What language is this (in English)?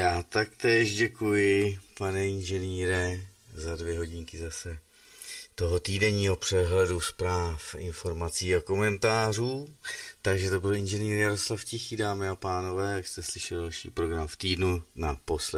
Czech